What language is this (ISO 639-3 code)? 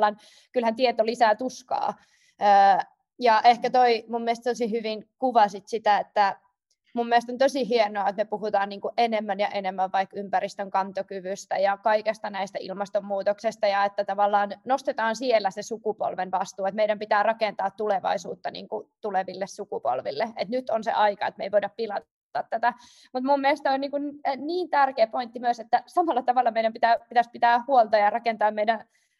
fin